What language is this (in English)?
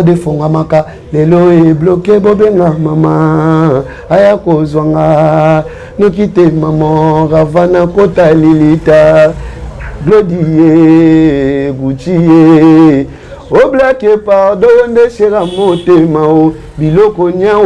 Lingala